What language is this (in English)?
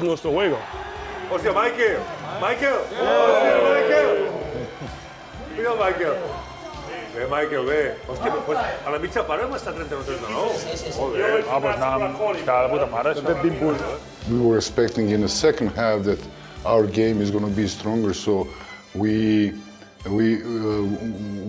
Catalan